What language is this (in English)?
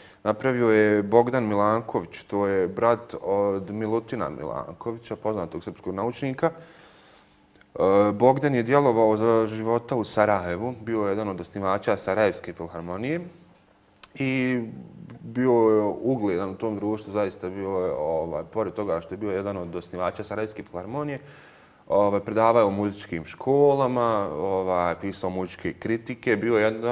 Bosnian